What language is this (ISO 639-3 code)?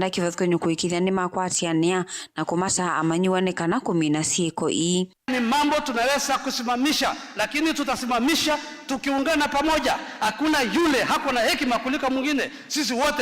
kam